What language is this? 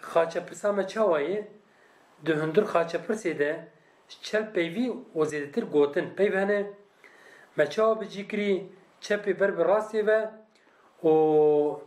Kurdish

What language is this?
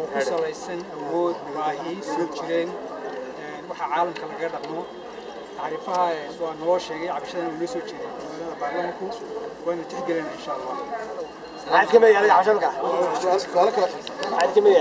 Somali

